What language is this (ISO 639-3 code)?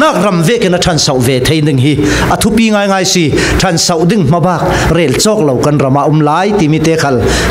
cfm